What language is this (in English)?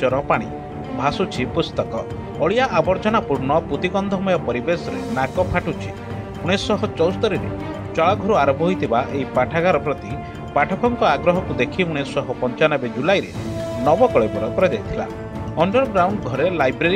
Odia